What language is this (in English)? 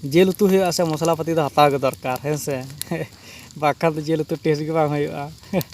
Santali